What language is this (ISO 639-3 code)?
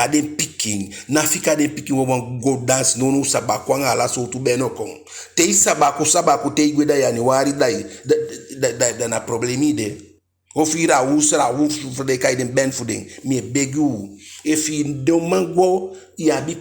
djk